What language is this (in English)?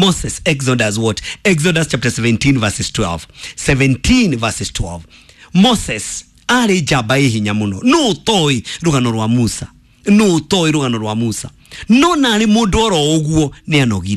Kikuyu